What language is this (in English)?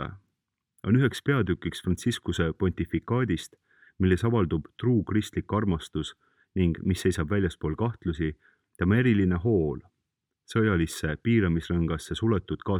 Estonian